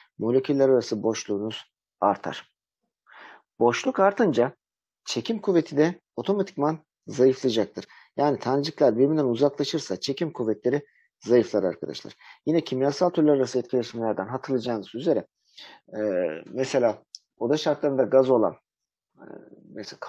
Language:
Turkish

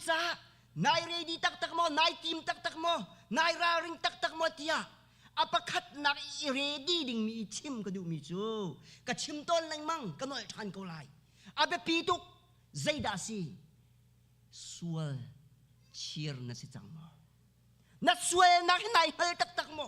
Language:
Hakha Chin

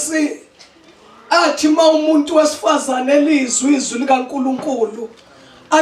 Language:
Zulu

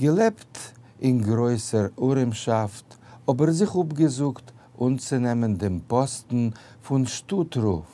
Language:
Yiddish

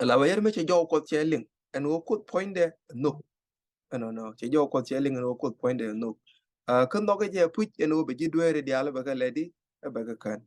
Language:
Nuer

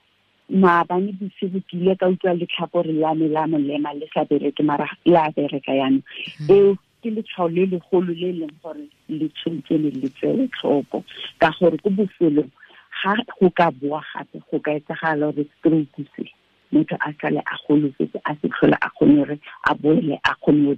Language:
Tswana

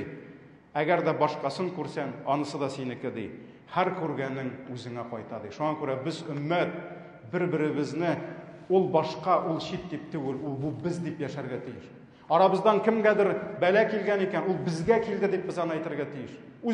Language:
Tatar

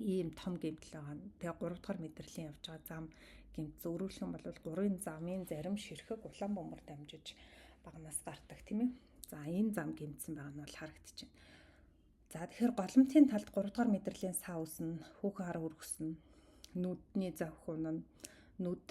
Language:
Mongolian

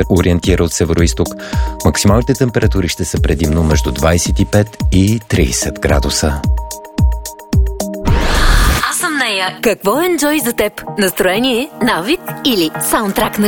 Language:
Bulgarian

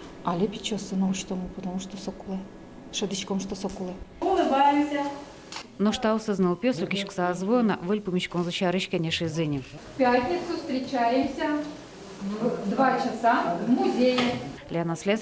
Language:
Udmurt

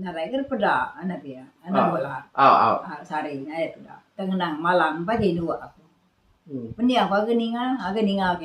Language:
Iban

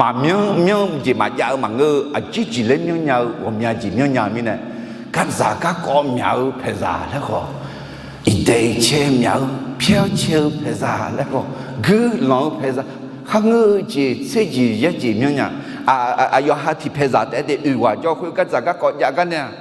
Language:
Akha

